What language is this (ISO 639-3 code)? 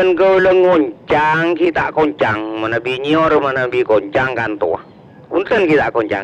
mad